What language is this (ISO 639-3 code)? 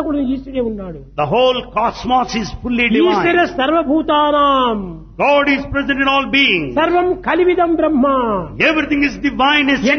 tel